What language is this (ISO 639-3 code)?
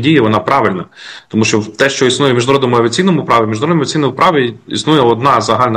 ukr